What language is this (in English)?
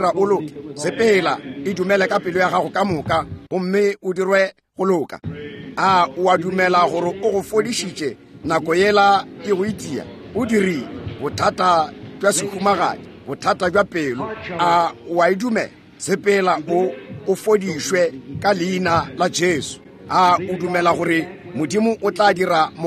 Northern Sotho